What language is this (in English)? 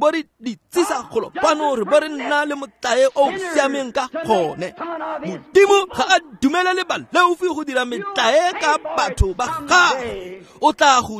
Tswana